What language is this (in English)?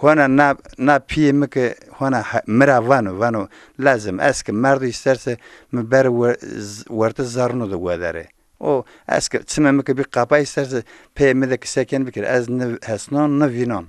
Zaza